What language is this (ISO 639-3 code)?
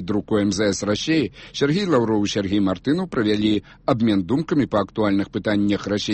bel